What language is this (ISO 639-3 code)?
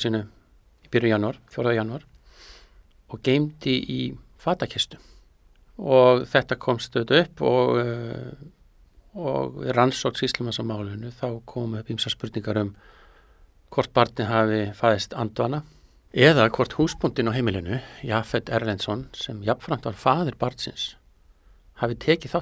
isl